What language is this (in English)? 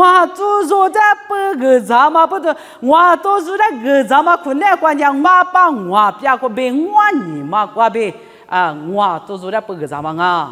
Lisu